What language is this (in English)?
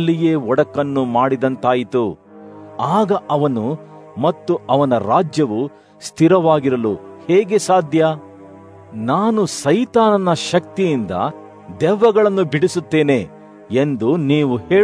Kannada